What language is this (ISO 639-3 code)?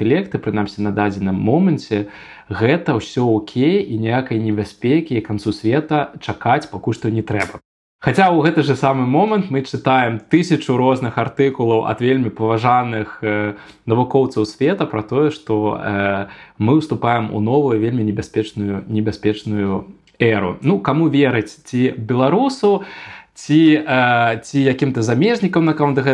bel